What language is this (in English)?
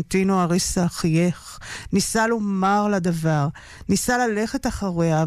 Hebrew